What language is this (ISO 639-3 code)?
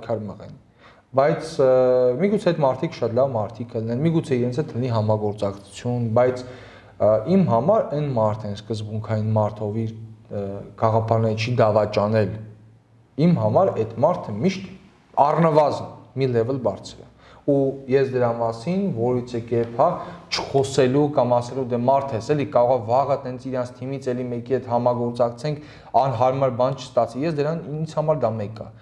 hye